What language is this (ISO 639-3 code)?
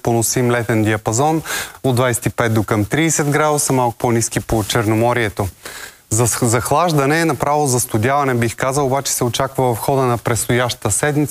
bul